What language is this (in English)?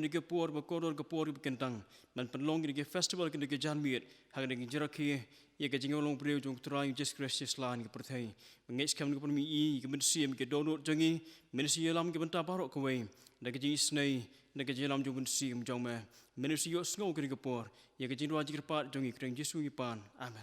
Khasi